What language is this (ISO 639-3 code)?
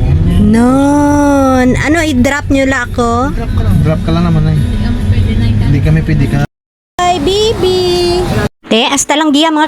hil